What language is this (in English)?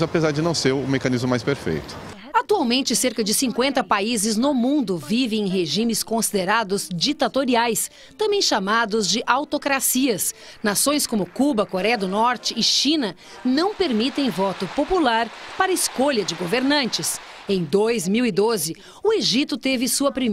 Portuguese